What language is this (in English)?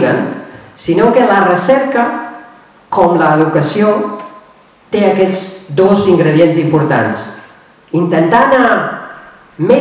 Catalan